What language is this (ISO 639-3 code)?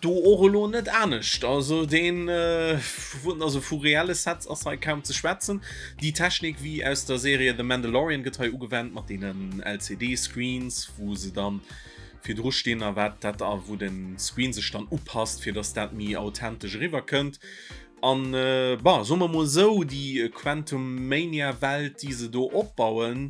ltz